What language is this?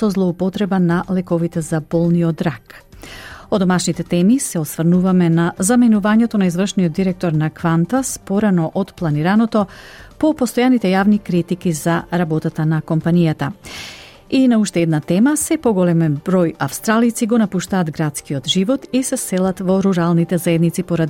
Macedonian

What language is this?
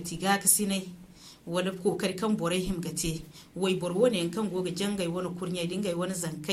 Zarma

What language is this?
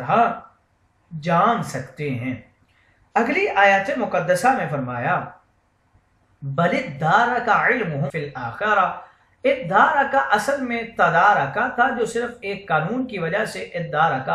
Urdu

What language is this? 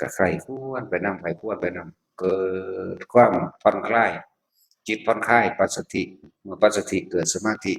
Northeastern Thai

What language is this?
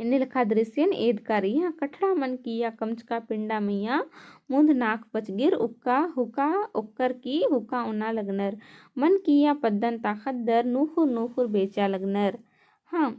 Kurukh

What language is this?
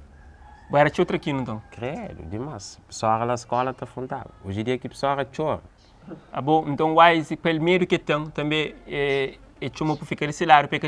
Kabuverdianu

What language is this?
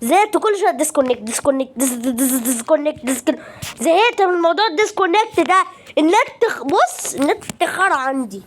Egyptian Arabic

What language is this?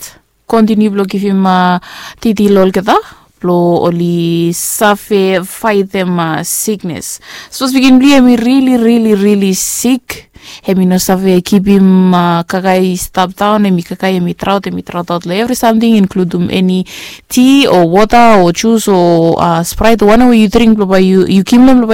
Bislama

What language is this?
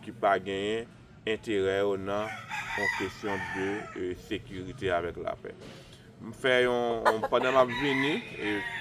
Haitian Creole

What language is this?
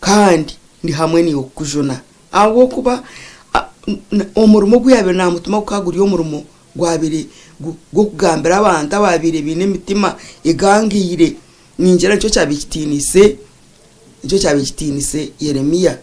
Nyankole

